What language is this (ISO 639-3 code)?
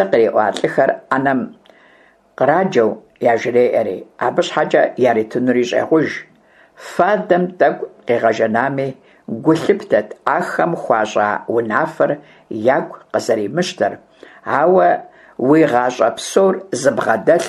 kbd